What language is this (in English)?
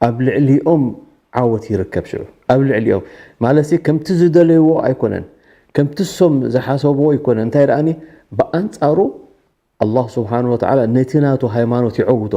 Tigrinya